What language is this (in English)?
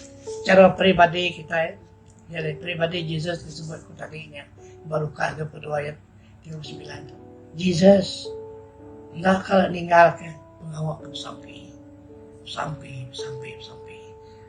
Iban